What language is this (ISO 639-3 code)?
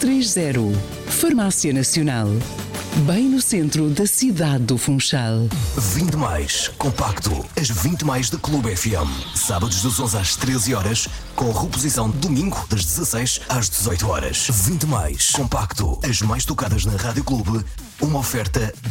por